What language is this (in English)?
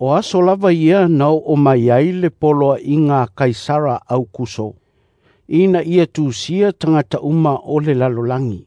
Samoan